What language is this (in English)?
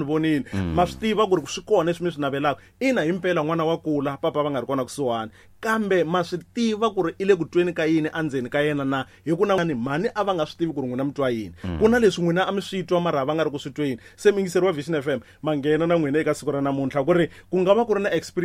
Tsonga